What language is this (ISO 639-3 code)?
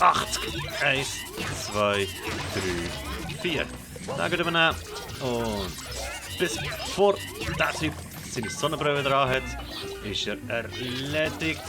gsw